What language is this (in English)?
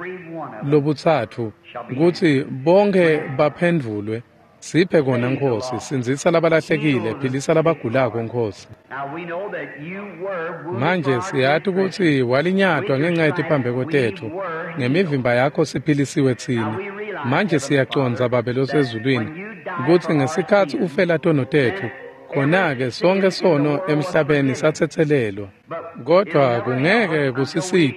Swati